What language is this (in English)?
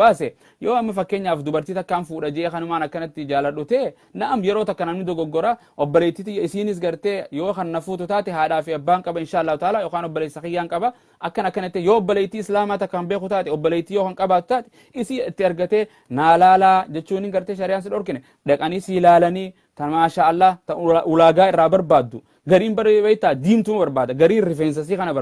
Oromo